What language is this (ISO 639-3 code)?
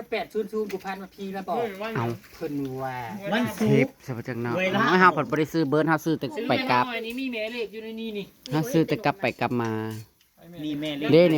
tts